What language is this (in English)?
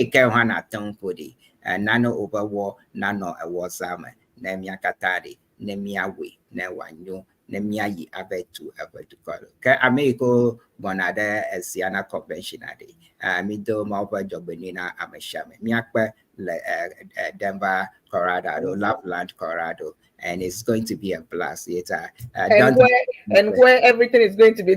Ewe